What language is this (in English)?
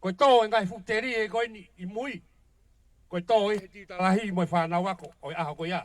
Tongan